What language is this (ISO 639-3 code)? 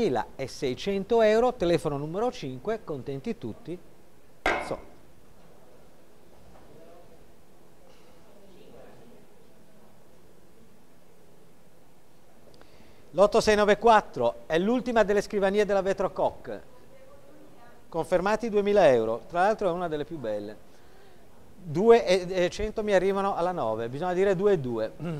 ita